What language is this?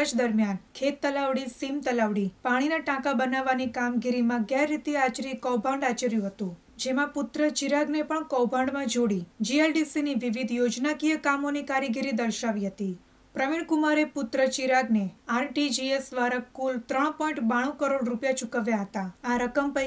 Gujarati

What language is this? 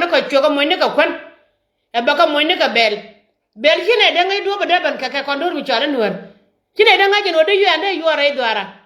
Nuer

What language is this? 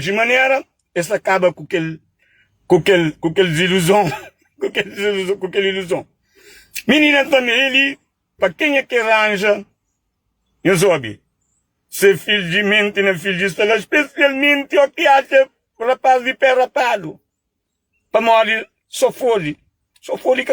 Kabuverdianu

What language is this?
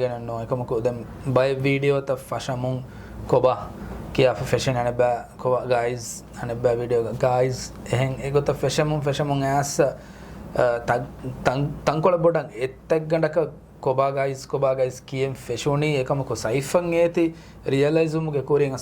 Divehi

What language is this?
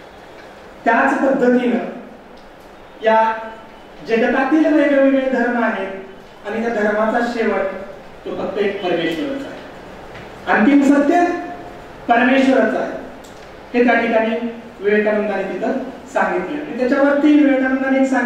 Marathi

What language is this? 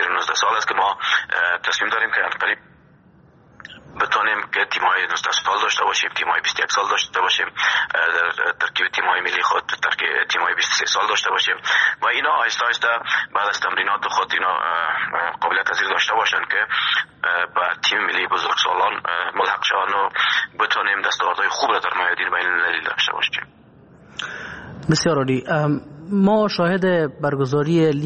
Persian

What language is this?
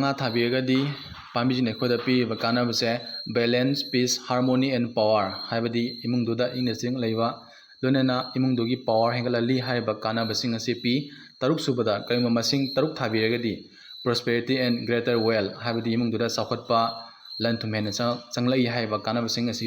Manipuri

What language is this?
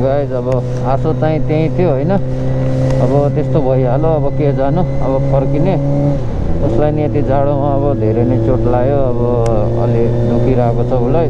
Nepali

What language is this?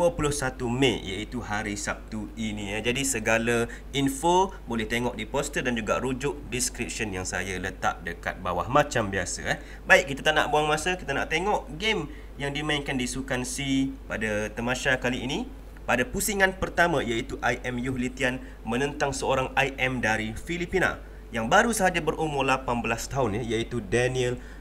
Malay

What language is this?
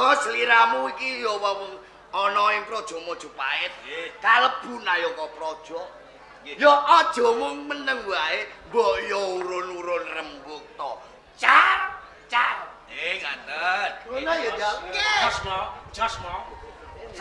Javanese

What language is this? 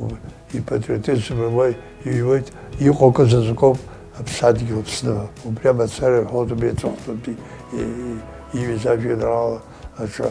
Abkhazian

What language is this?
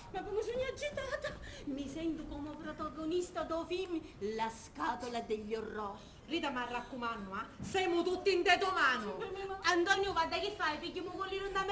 Sicilian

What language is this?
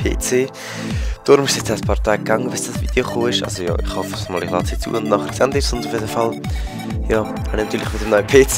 Swiss German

